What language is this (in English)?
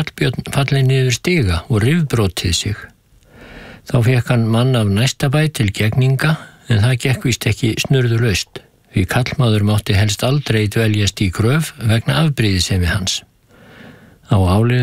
Icelandic